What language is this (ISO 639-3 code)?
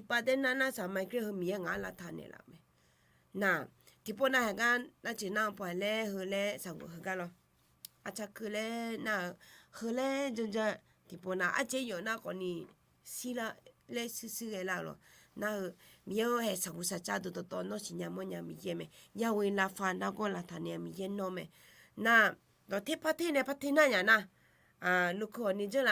ahk